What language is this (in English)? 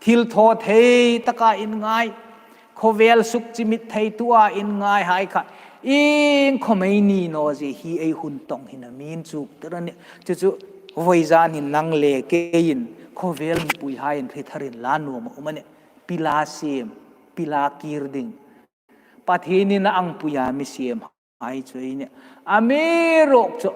Hmar